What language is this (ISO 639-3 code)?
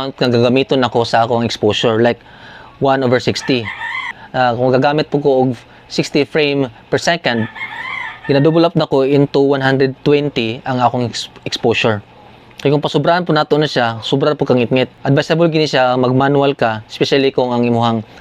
ceb